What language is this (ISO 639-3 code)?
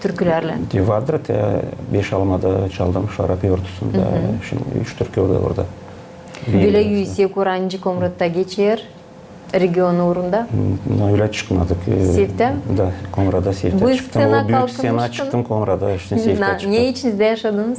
gag